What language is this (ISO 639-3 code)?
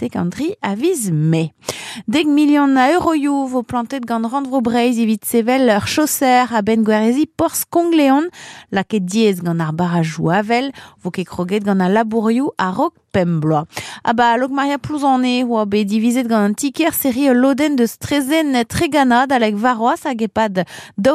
bre